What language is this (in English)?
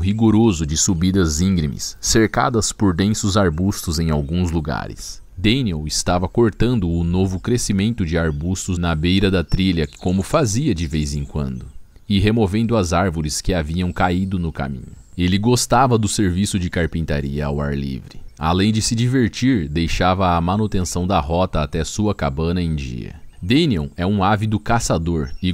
Portuguese